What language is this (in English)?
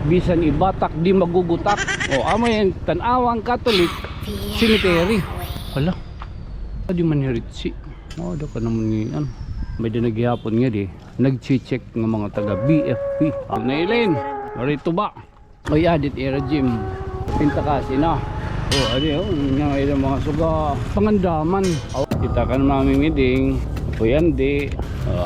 Waray